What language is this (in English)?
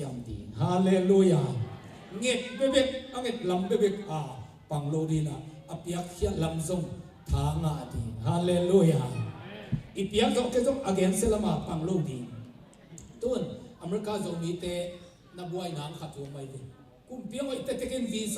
Tedim Chin